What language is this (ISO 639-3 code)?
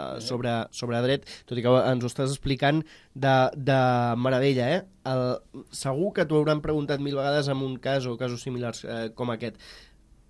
cat